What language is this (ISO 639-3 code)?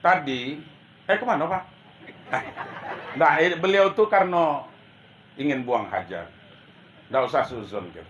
min